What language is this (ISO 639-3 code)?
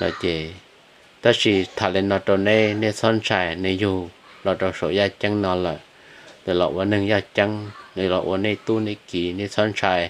hmn